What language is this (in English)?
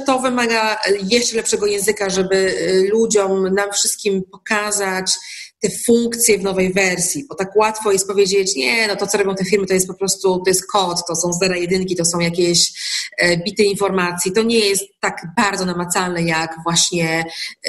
Polish